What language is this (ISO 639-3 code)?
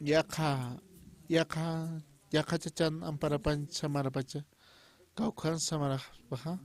aym